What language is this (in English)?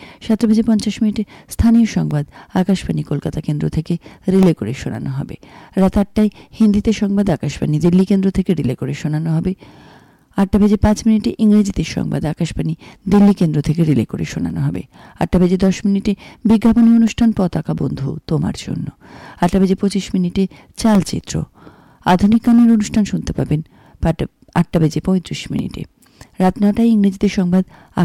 Bangla